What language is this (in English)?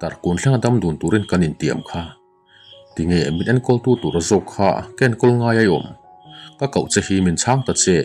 Mizo